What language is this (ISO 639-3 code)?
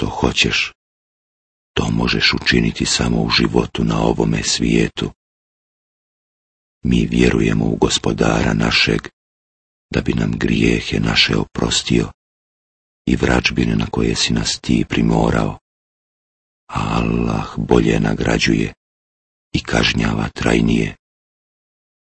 bos